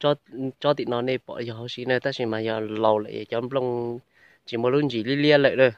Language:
Hmong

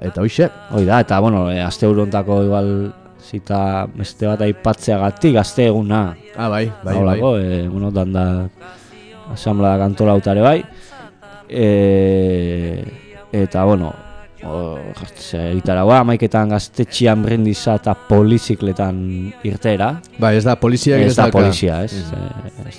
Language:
Basque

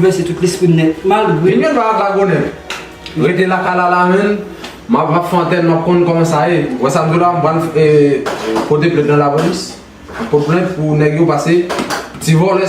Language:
Haitian Creole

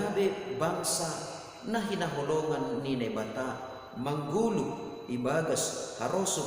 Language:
Batak Simalungun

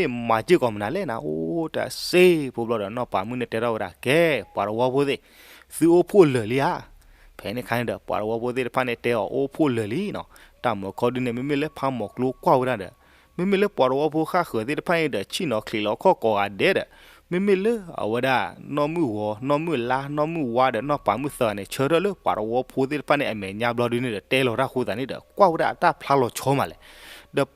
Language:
S'gaw Karen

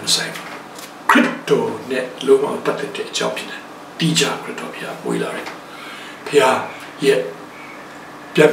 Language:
Burmese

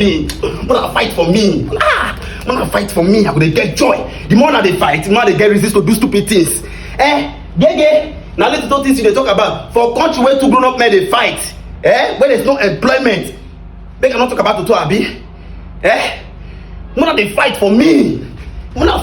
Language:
Nigerian Pidgin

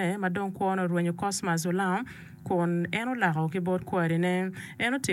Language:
Acoli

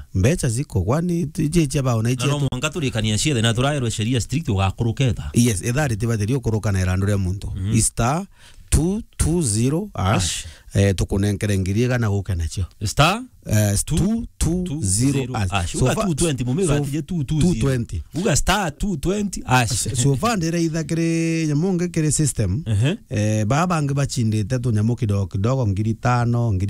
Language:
Meru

